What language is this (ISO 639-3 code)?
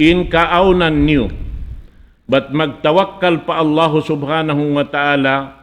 tsg